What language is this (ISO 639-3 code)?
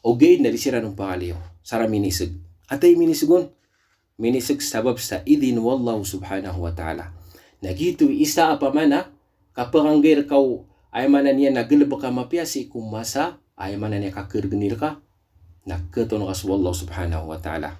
mrw